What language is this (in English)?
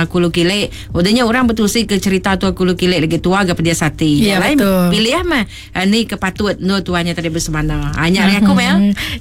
Iban